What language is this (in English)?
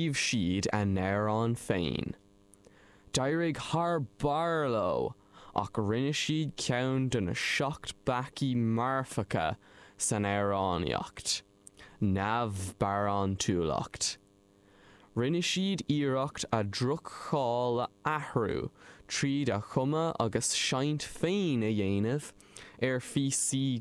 Irish